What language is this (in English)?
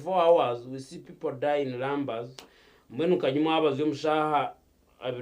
Nyankole